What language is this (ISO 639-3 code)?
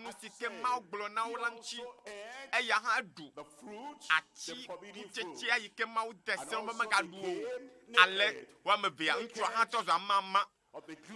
ewe